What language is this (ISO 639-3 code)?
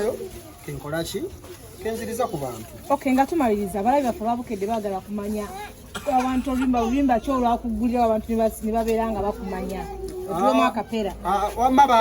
lug